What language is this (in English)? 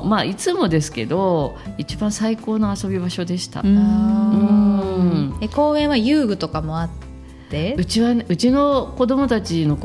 Japanese